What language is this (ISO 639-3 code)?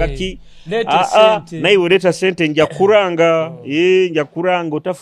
nyo